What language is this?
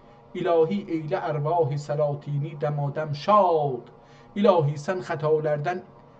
South Azerbaijani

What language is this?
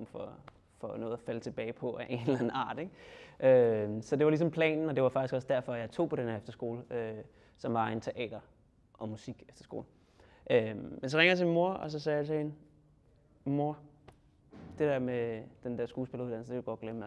Danish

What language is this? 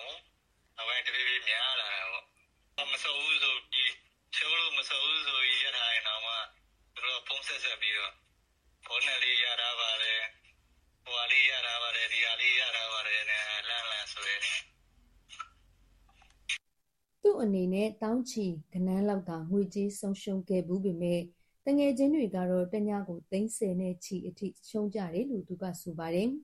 Burmese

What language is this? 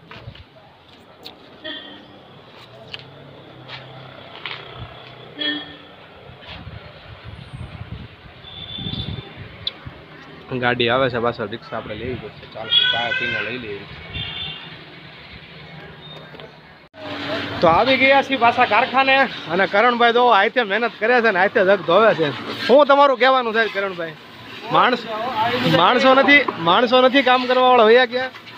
Gujarati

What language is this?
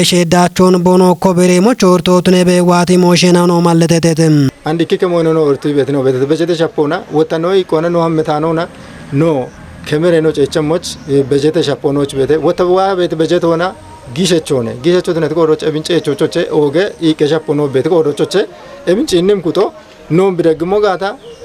Kafa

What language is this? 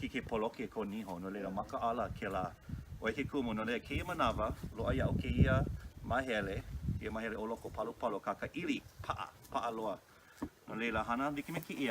Hawaiian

